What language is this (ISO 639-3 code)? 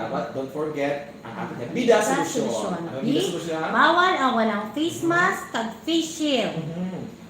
hil